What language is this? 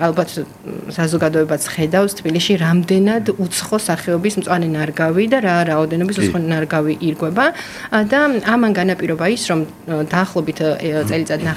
Georgian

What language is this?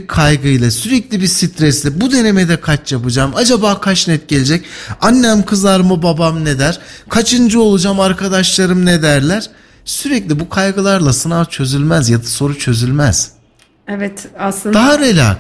Turkish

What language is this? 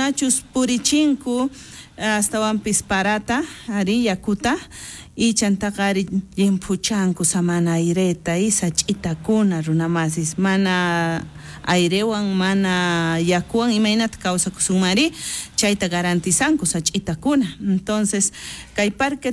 South Bolivian Quechua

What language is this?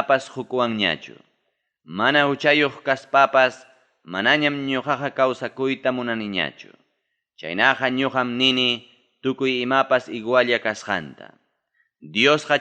Ayacucho Quechua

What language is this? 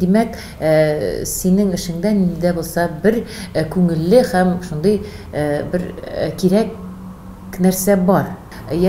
Tatar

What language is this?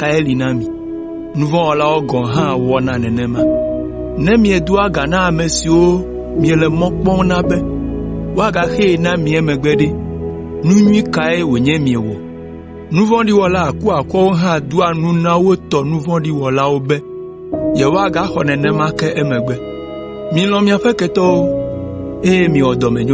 Ewe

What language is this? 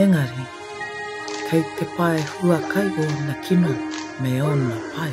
Māori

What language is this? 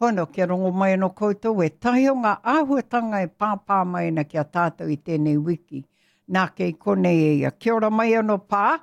Māori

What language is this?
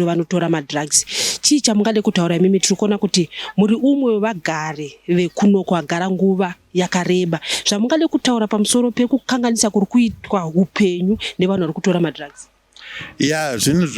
Shona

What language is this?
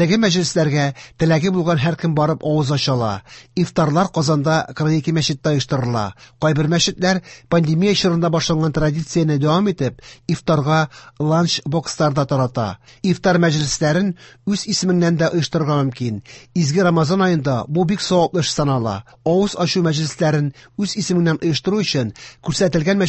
Tatar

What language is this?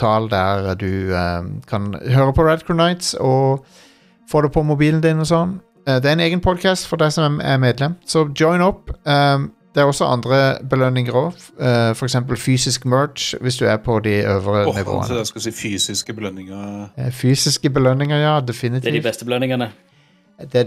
Norwegian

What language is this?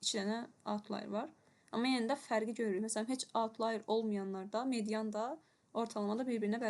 Azerbaijani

